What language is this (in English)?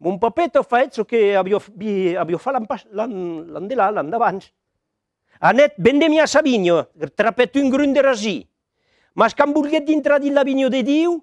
Occitan